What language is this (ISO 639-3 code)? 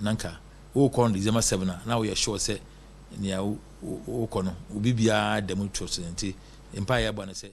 aka